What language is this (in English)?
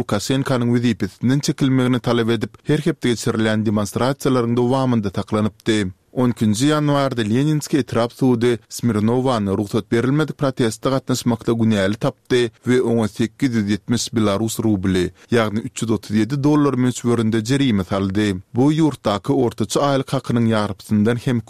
Turkmen